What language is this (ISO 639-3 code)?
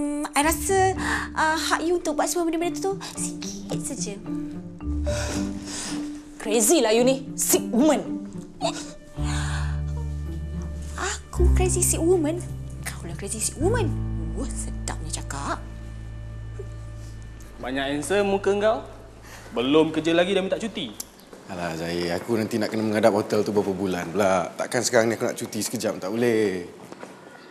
msa